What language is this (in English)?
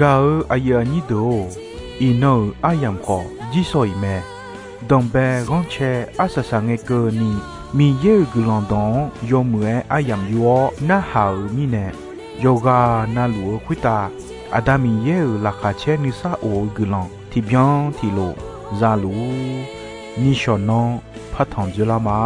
Akha